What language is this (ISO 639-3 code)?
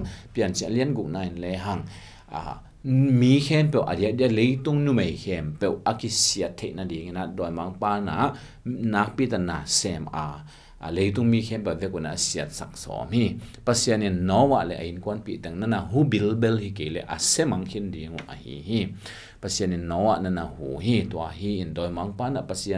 ctd